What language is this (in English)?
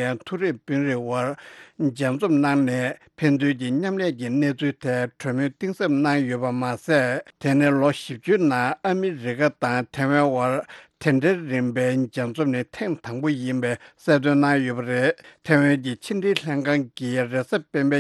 Tibetan